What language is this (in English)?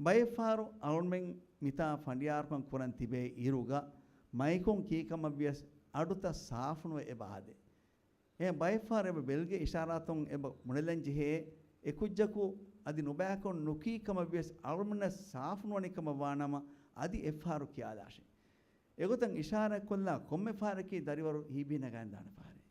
Divehi